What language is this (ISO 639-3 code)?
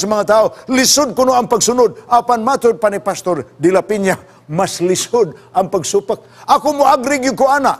ceb